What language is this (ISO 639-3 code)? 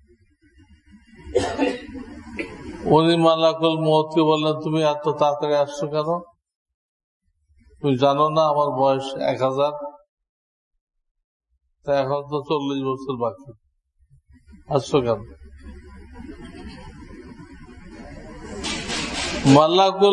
ben